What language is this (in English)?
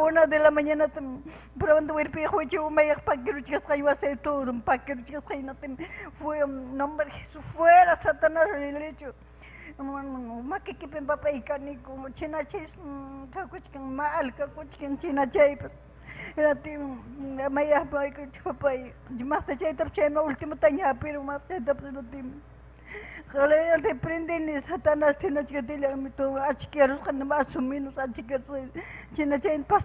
Ayacucho Quechua